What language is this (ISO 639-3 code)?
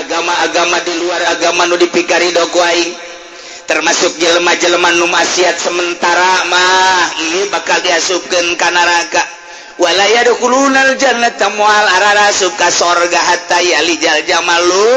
sun